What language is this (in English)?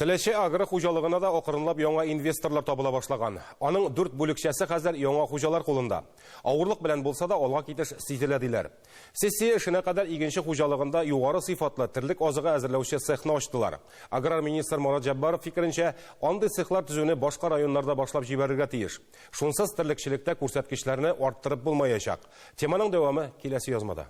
Tatar